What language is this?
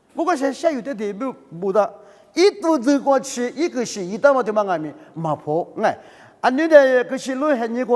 Lisu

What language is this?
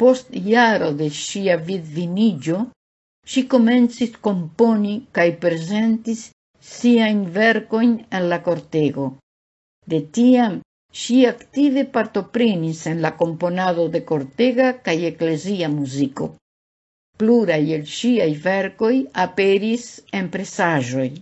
Esperanto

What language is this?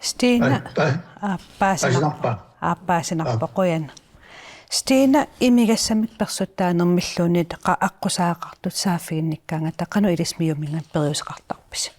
Kalaallisut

